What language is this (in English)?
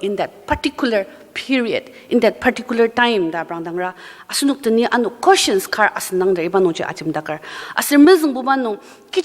Ao Naga